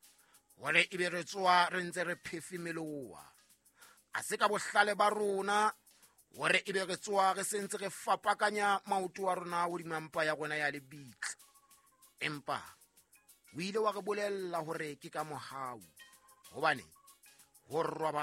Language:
Southern Sotho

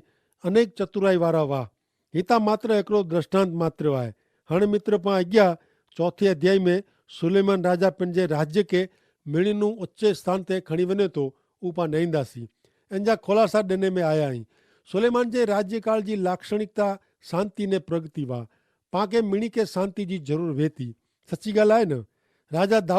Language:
Kachhi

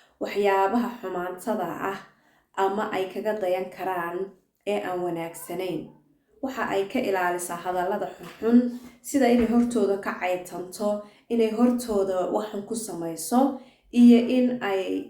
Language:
Somali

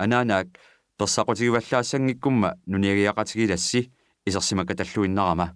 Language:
Kalaallisut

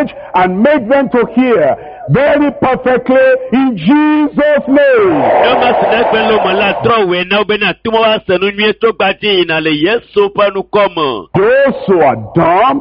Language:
Ewe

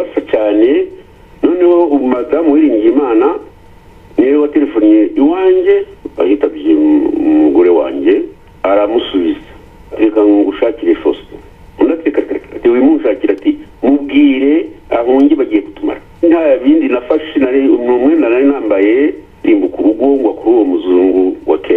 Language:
Kinyarwanda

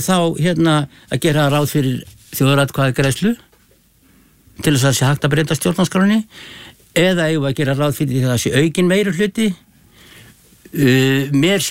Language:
Icelandic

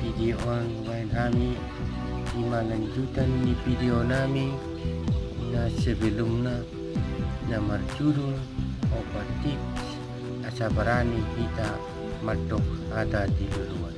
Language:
Batak Toba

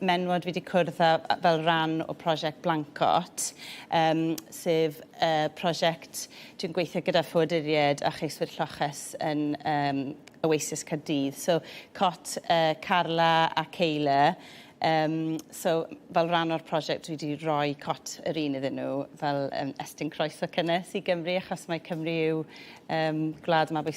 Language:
Welsh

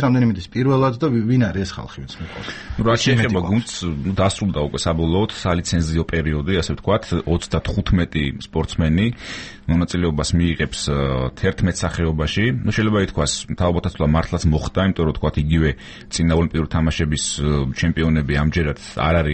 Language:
Georgian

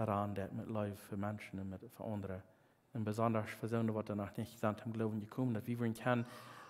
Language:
Plautdietsch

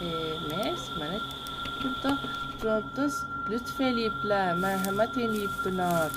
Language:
South Azerbaijani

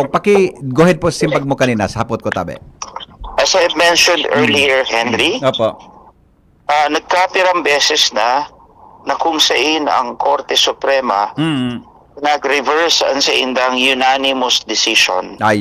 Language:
Bikol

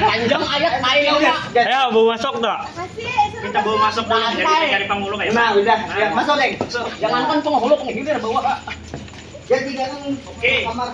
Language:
Banjar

